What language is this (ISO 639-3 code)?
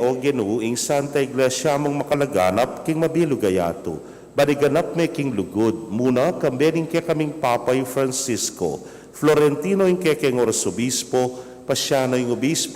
pam